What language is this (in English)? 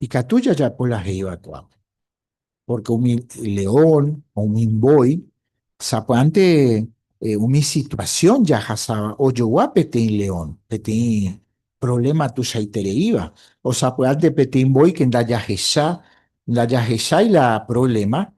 Guarani